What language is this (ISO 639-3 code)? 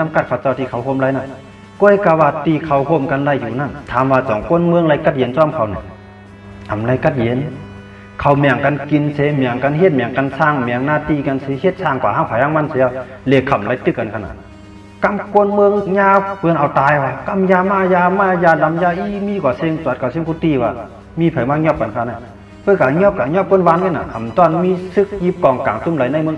shn